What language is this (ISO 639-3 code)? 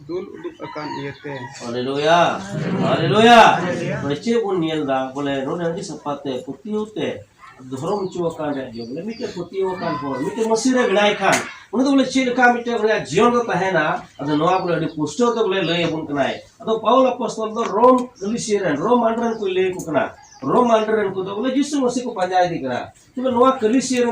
sat